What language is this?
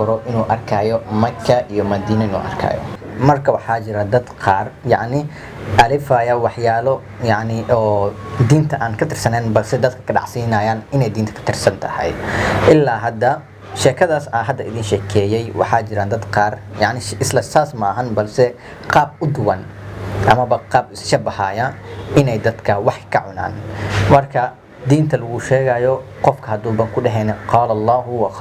Somali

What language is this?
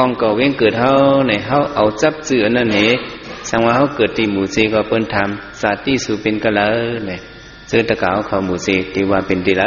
Shan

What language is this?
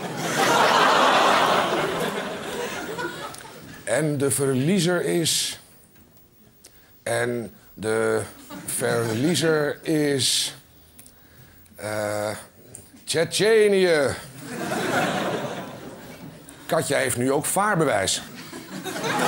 Dutch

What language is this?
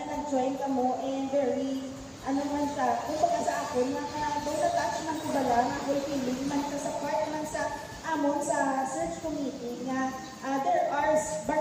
Hiligaynon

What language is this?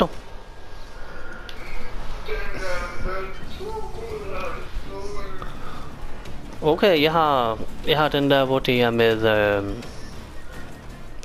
Danish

